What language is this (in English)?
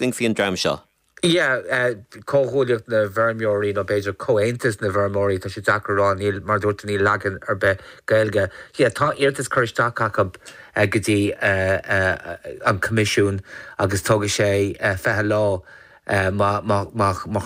Irish